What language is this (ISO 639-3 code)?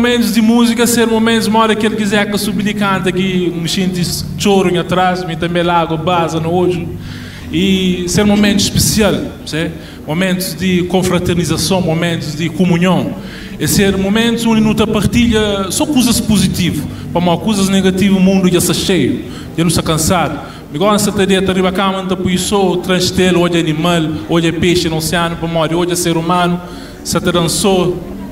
kea